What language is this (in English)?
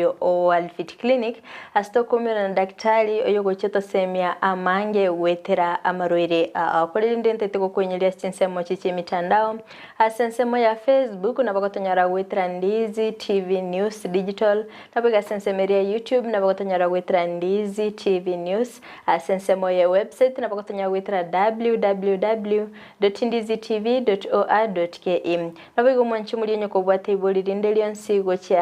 Gusii